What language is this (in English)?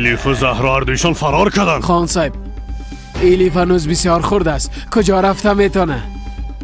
Persian